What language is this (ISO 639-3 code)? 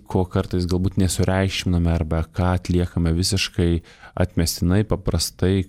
lit